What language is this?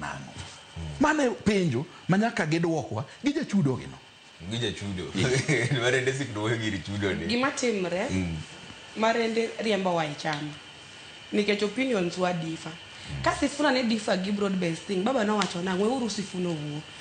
Luo (Kenya and Tanzania)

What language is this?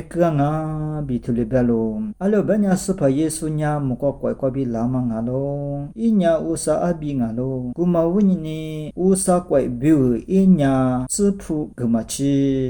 Lisu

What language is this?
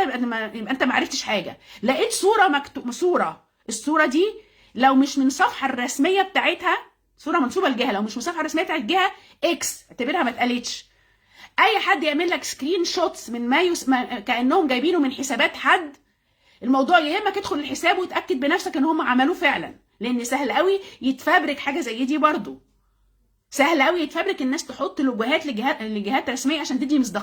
Egyptian Arabic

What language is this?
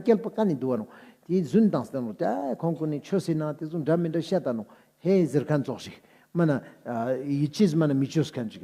Ladakhi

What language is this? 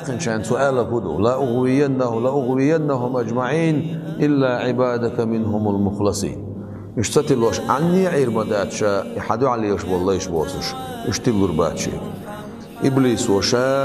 Chechen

